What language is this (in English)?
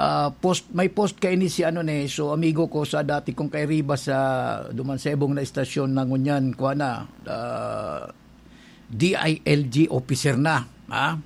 Bikol